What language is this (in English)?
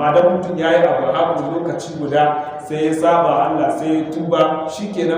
Hausa